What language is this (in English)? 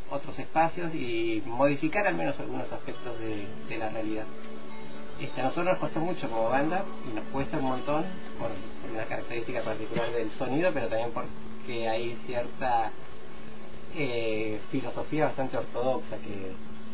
Spanish